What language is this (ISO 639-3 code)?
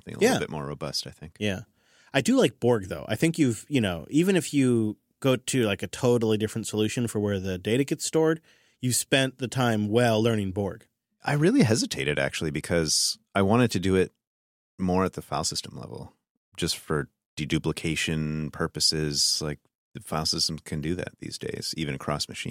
eng